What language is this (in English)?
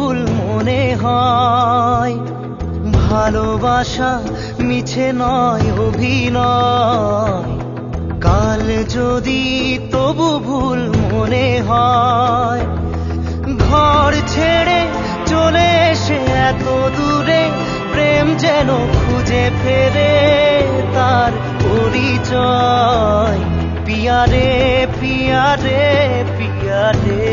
Bangla